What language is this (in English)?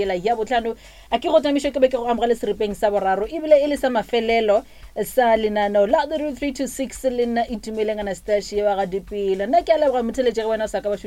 Northern Sotho